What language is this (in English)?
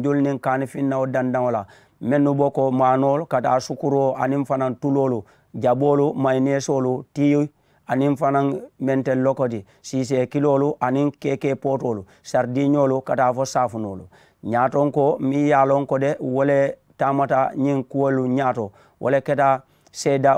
Mandingo